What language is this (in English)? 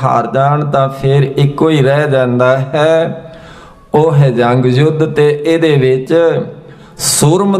Punjabi